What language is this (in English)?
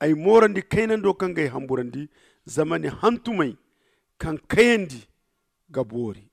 Zarma